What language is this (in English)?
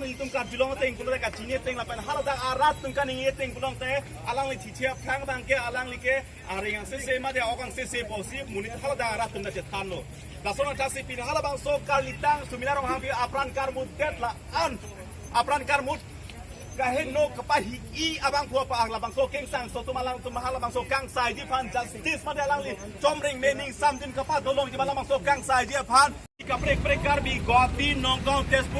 Karbi